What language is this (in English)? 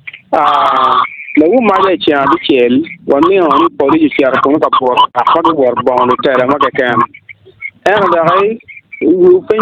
Acoli